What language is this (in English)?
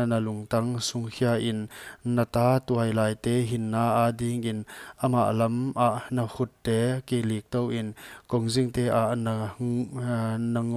Paite Chin